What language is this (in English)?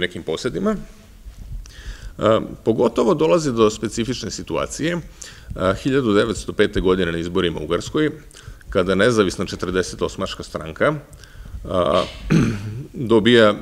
Serbian